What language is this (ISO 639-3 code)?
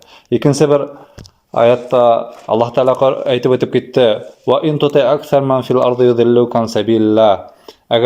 bak